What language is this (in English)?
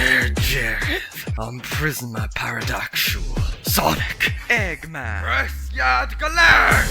Irish